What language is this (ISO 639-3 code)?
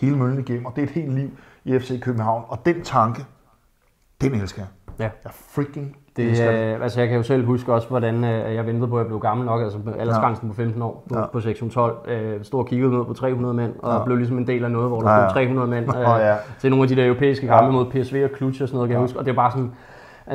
dan